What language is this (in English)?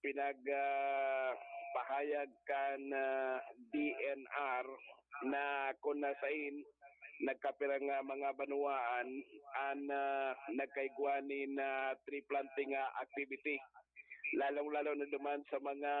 Bikol